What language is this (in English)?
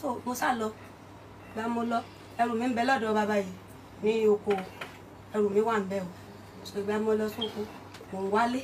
Yoruba